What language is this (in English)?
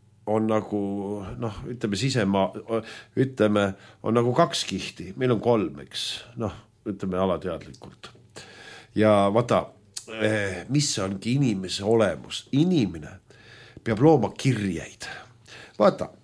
Estonian